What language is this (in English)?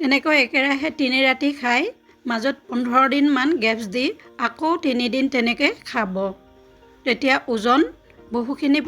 Assamese